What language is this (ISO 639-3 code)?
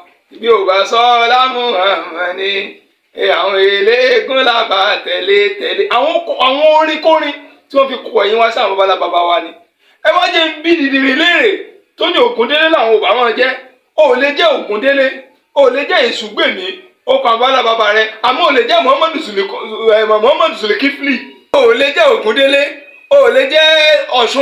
yor